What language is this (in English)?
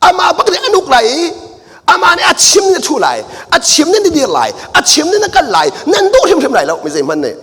Hakha Chin